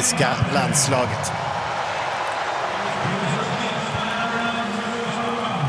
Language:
Swedish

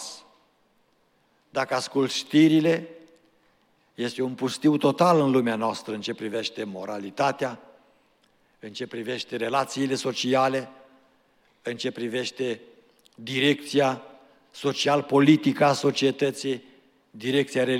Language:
Romanian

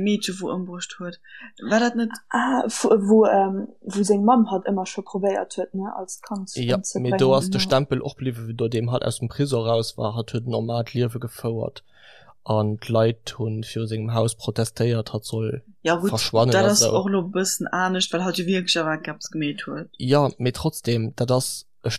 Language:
Luxembourgish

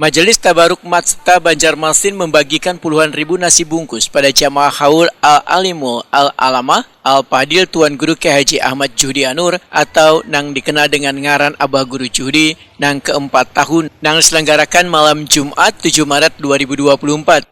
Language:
Banjar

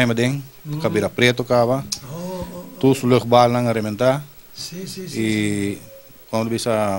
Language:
Papiamento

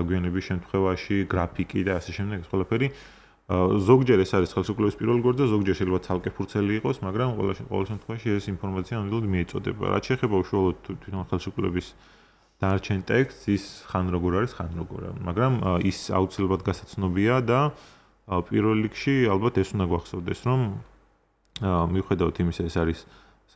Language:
Georgian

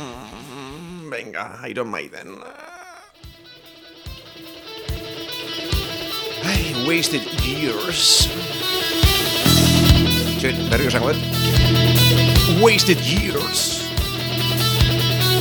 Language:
Basque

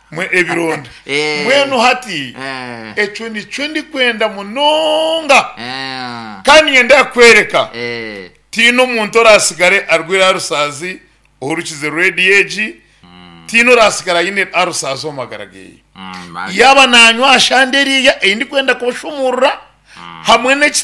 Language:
Nyankole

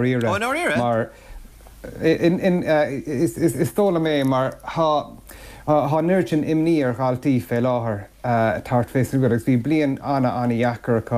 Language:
Irish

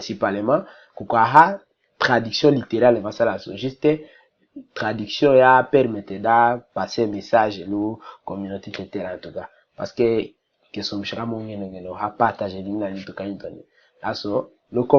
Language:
Tetela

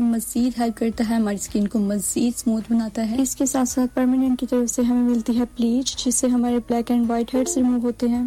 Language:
Urdu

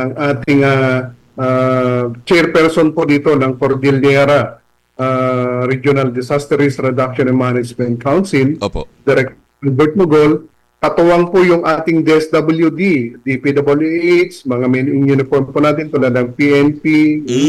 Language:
Filipino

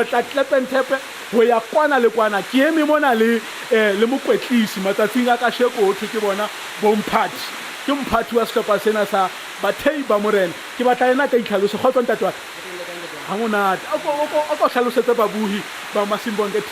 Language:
Southern Sotho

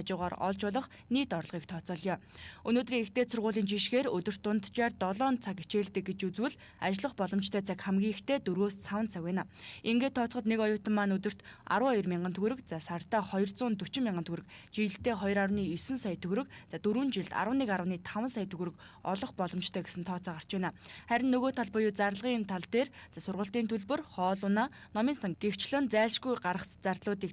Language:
Mongolian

